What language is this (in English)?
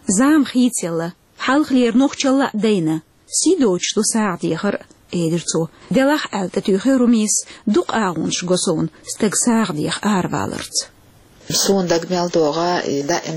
Chechen